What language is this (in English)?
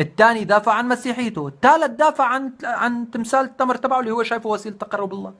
North Levantine Arabic